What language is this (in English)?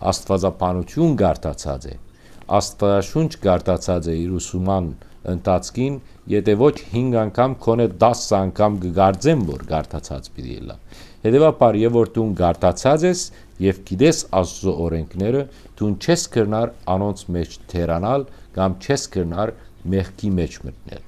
Western Armenian